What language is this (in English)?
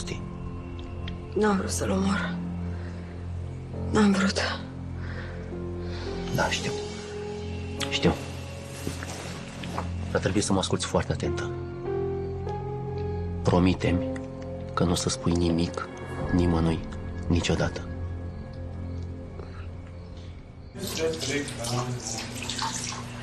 Romanian